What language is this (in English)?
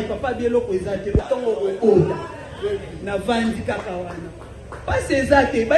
Lingala